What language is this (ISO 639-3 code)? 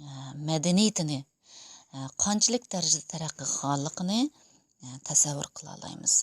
uig